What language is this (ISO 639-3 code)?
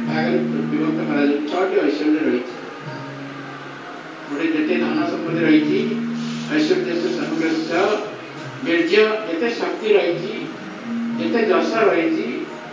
ori